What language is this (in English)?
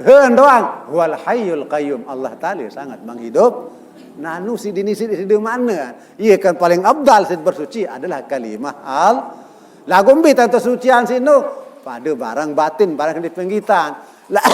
Sasak